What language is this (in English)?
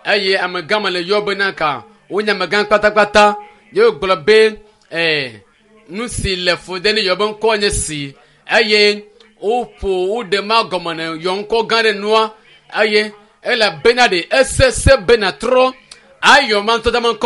Ewe